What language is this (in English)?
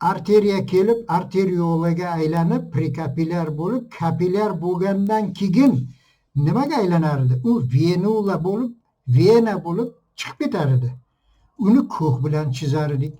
Uzbek